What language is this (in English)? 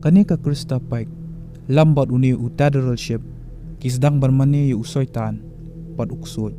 Khasi